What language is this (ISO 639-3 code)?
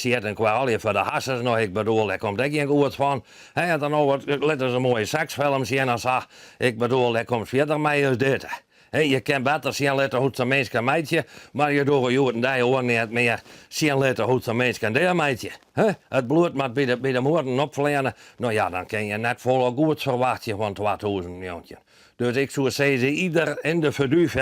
fry